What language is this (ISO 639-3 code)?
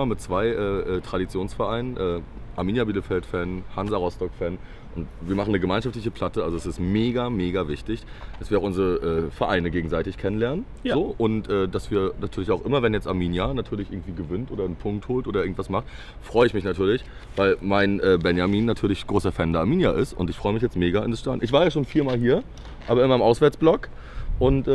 deu